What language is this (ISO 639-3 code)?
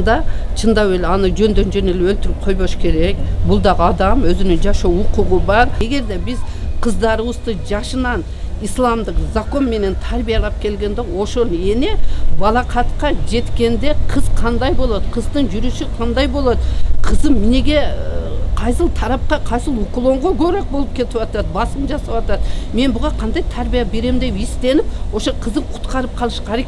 kir